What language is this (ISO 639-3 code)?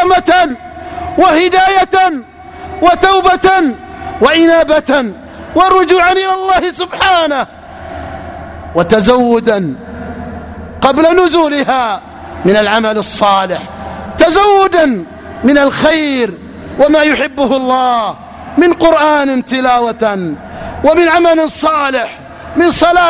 ara